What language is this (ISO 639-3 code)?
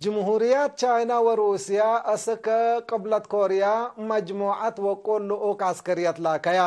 tig